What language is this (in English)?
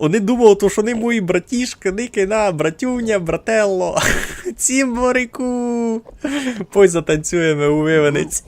Rusyn